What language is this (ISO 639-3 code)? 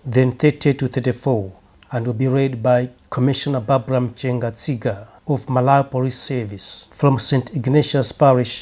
eng